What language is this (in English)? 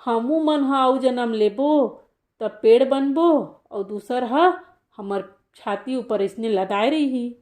Chhattisgarhi